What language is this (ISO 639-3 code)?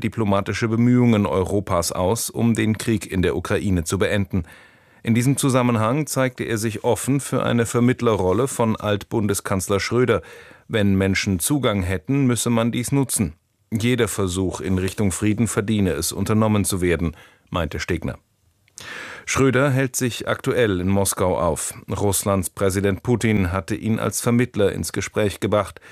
deu